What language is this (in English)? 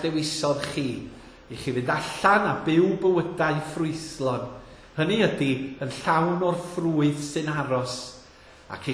Welsh